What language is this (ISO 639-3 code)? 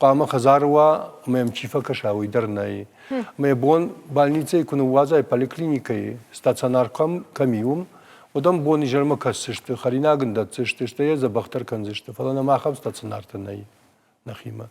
oss